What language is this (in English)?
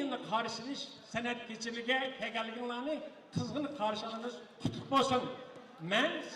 Uyghur